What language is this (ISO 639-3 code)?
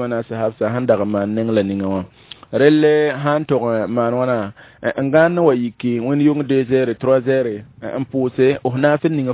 mos